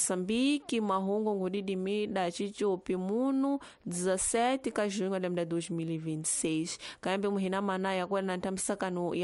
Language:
Tsonga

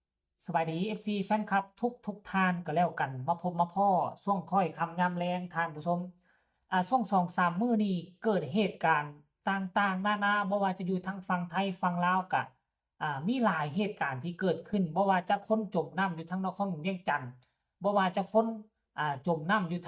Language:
Lao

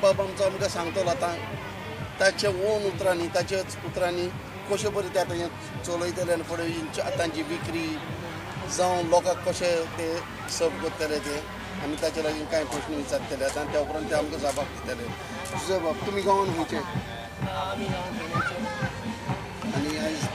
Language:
Konkani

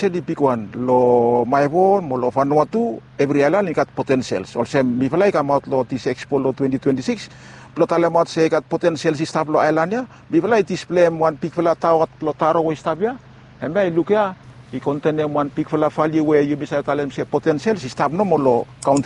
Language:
Bislama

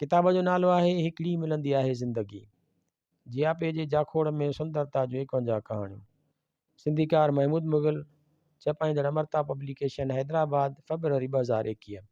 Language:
Sindhi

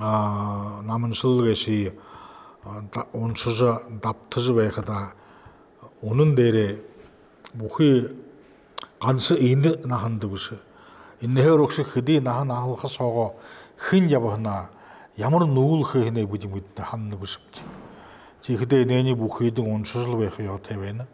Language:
Buriat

